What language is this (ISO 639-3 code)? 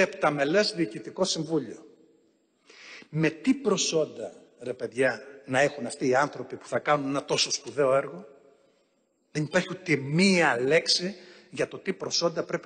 ell